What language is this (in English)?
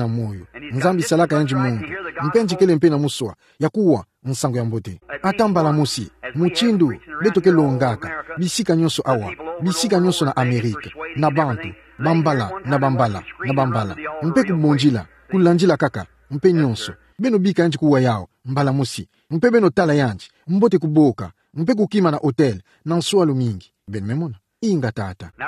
Kituba (Democratic Republic of Congo)